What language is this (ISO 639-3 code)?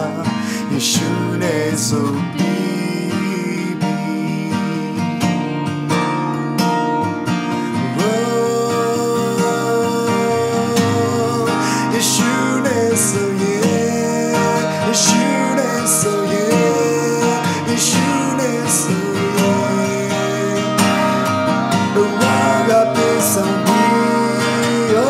mya